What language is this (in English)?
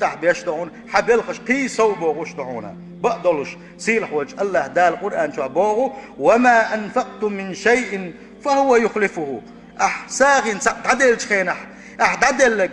Chechen